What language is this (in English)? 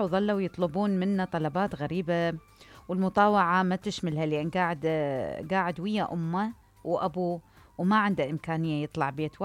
Mesopotamian Arabic